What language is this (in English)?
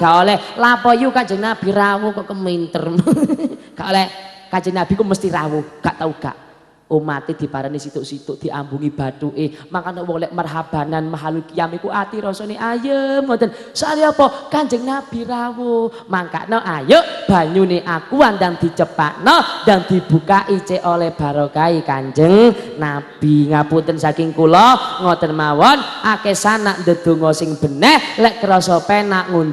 Javanese